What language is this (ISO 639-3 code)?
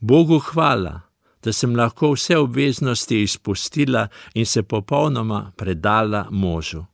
slv